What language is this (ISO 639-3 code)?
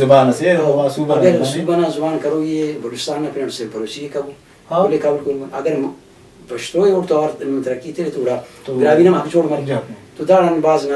brh